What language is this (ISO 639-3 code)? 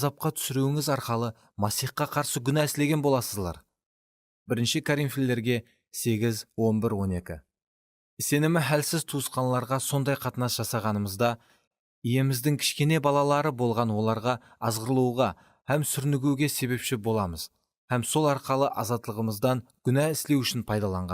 kaa